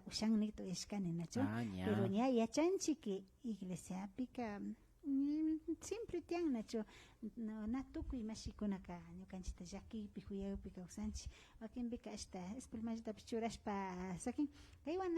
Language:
Imbabura Highland Quichua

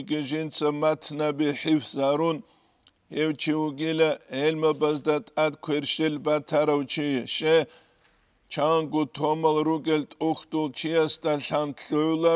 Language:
Avaric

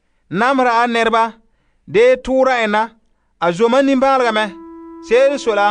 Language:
Frafra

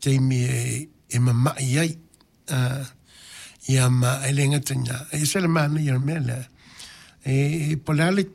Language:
Samoan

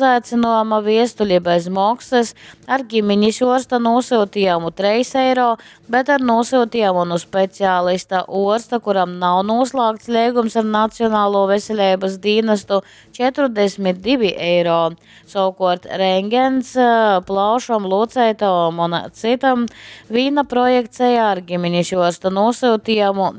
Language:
Latgalian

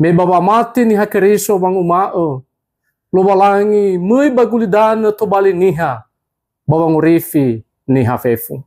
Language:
Nias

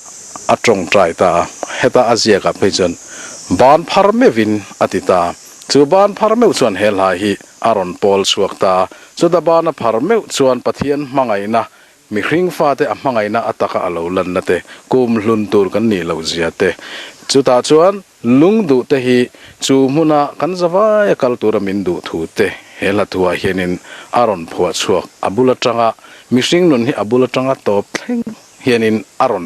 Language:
Mizo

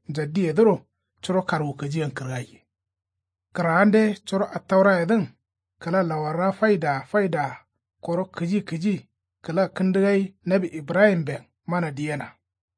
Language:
Kanuri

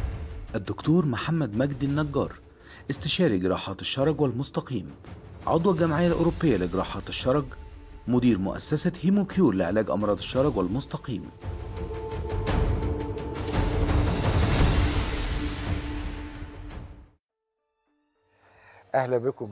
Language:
Egyptian Arabic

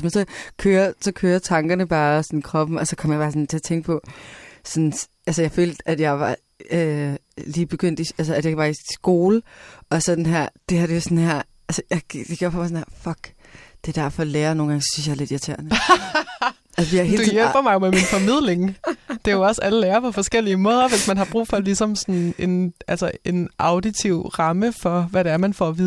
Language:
Danish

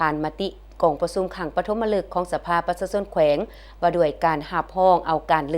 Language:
Lao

